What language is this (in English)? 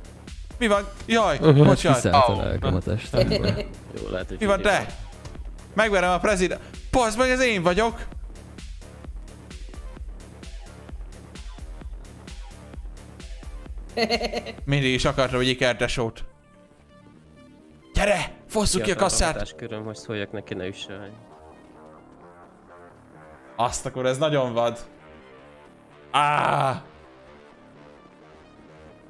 Hungarian